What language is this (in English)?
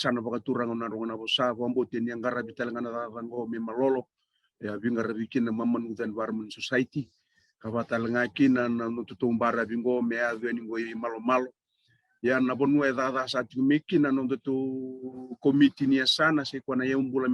Fijian